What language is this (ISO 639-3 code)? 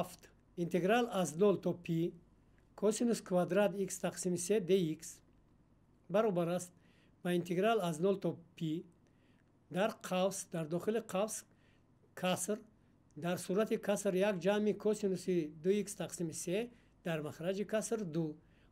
tgk